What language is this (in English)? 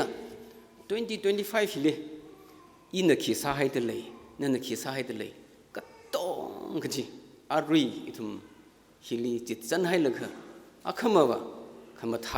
Tangkhul Naga (India)